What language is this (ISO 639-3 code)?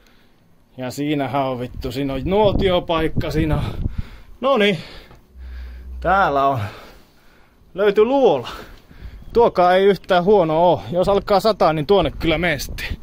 fin